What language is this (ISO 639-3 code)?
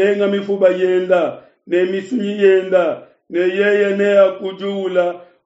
lua